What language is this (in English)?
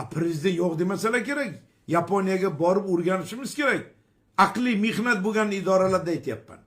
Uzbek